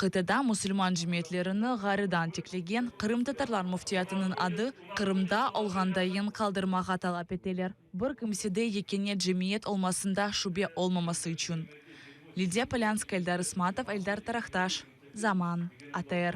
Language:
Crimean Tatar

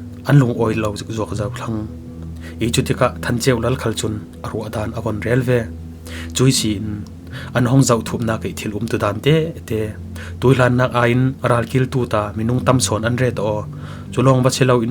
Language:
Falam Chin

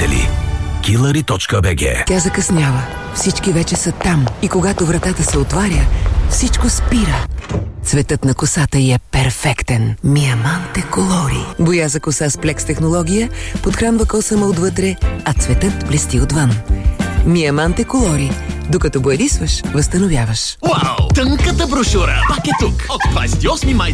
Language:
Bulgarian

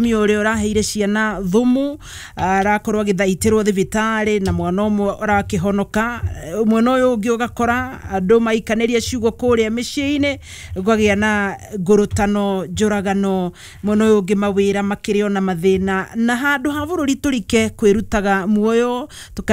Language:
Kikuyu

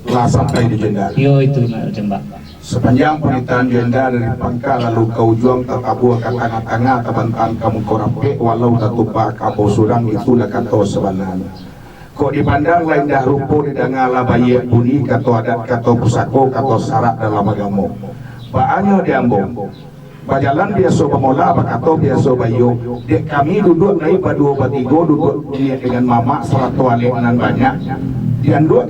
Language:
Minangkabau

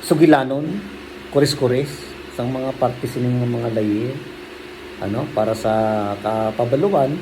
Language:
Hiligaynon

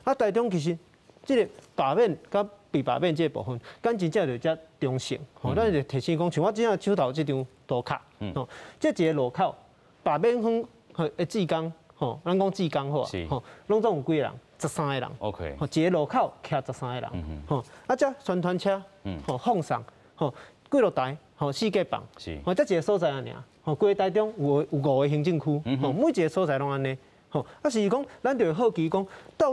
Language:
Min Nan Chinese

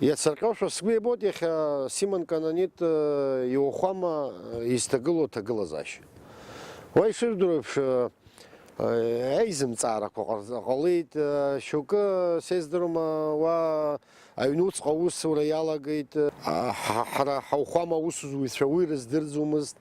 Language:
Abkhazian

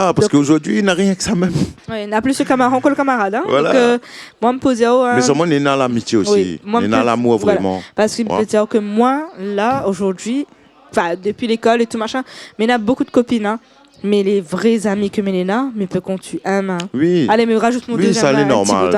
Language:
Réunion Creole French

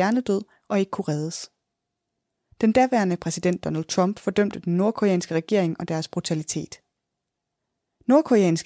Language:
Danish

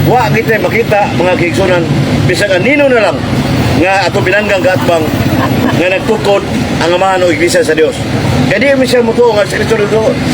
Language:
Cebuano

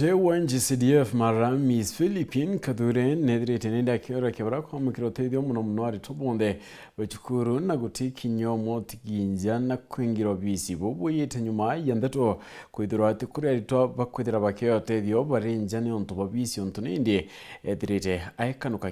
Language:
Meru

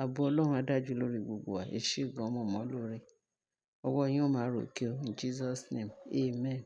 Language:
Yoruba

